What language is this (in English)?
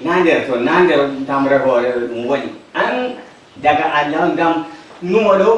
Nigerian Fulfulde